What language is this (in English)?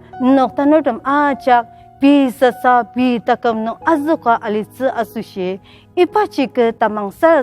Ao Naga